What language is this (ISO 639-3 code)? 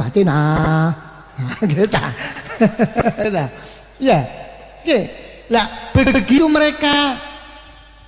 jav